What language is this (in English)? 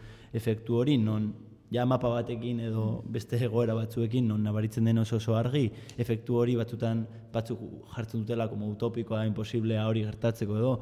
Basque